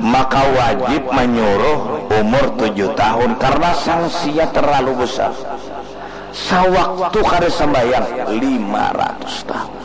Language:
Banjar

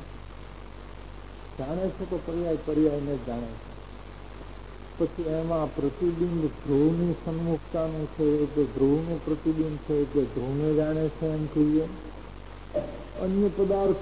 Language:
Gujarati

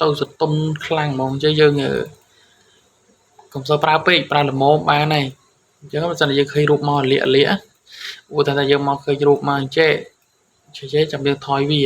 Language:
Khmer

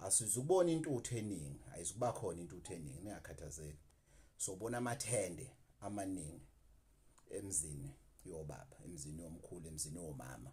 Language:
Zulu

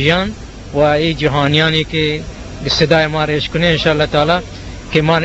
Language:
Eastern Balochi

